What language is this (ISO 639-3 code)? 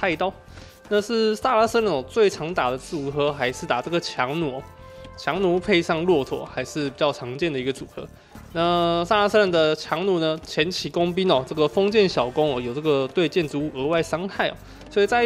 zho